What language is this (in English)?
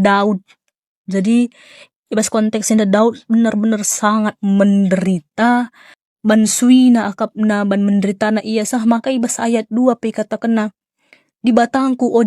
Batak Karo